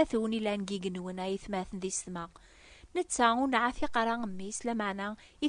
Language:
Kabyle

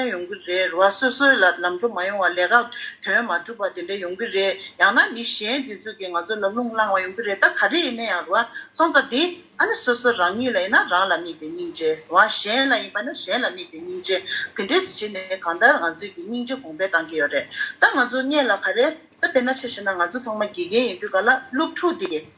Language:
Tibetan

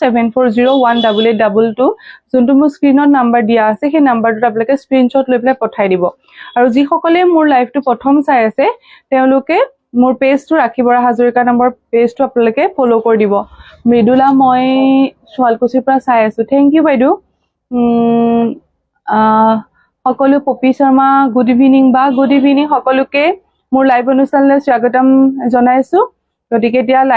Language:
Assamese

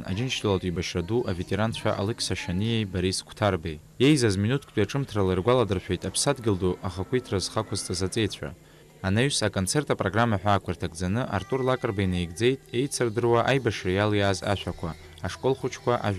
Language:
Abkhazian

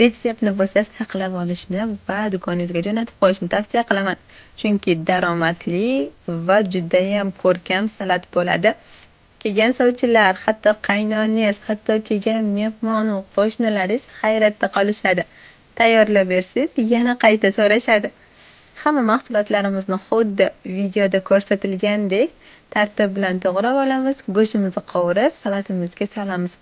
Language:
Uzbek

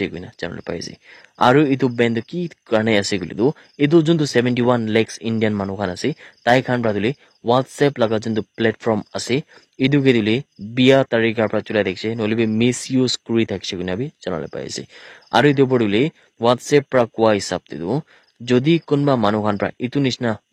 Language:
Naga Pidgin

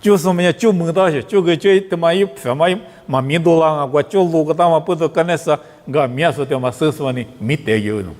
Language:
Lisu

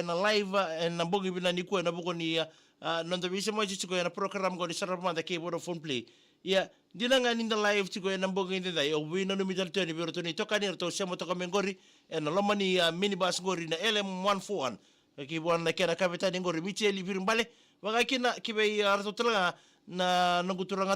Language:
Fijian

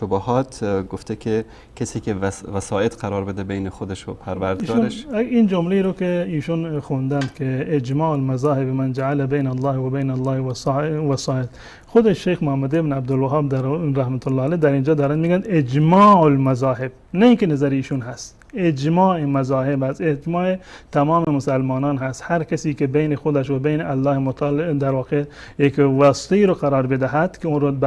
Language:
Persian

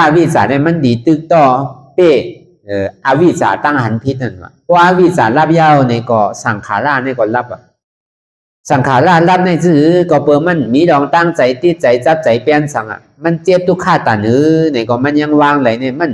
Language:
Shan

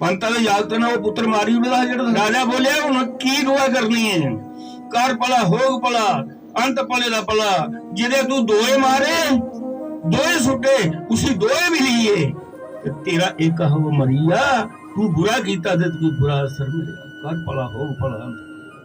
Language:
Dogri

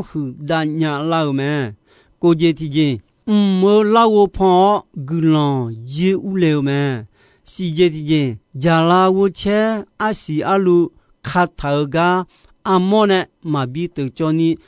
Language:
Akha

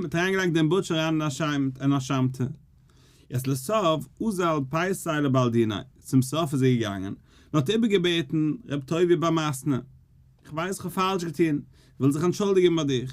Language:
Yiddish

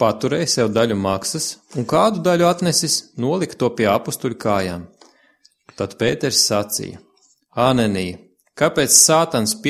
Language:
Latvian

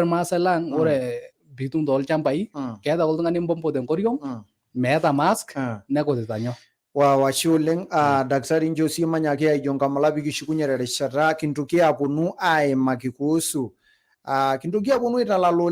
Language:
Masai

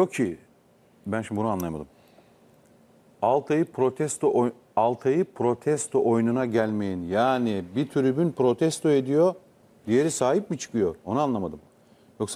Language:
Turkish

